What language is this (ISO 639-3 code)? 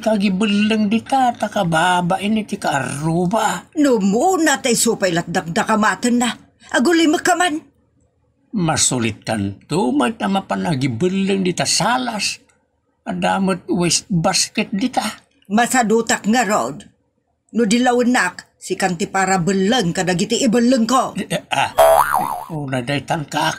ilo